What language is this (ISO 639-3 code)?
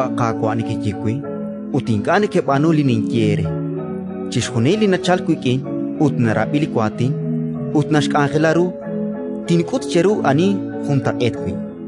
kek